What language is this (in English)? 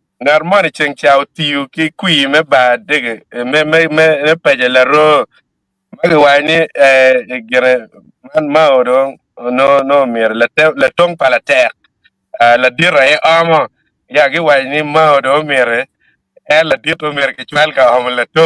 Acoli